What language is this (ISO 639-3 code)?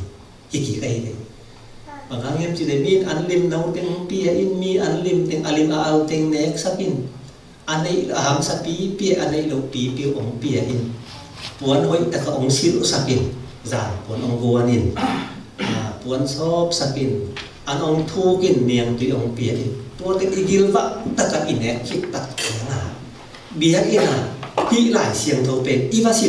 ctd